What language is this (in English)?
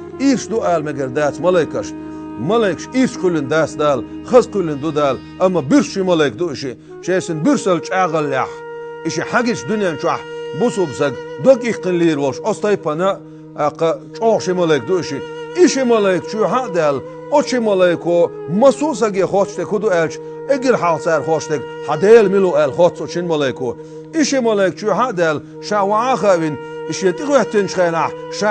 Chechen